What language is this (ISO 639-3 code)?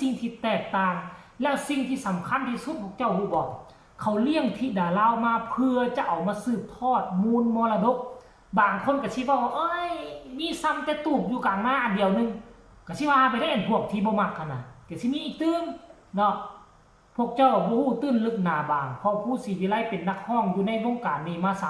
tts